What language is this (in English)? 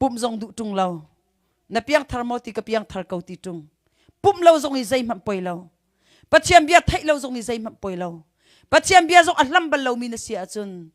Hakha Chin